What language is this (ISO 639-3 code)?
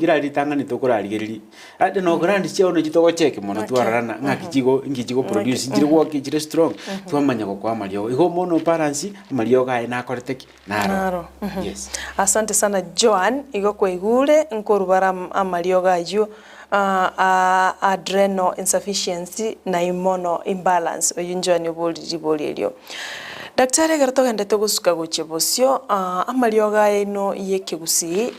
guz